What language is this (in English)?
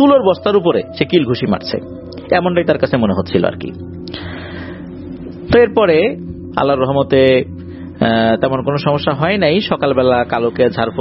Bangla